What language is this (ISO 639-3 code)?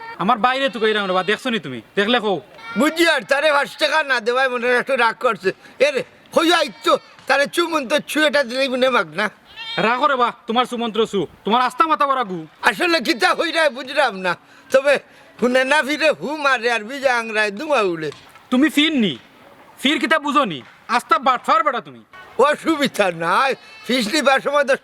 syl